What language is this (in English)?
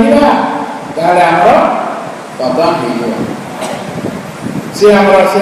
Odia